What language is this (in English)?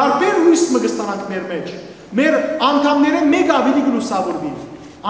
Western Armenian